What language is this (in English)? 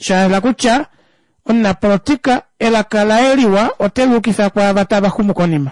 Kuanyama